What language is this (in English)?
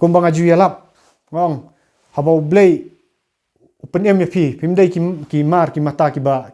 Khasi